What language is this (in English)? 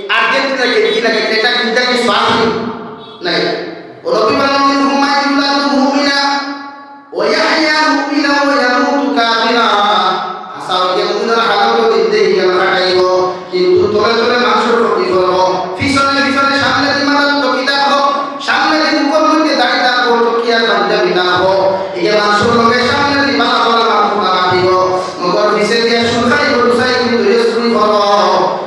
Sylheti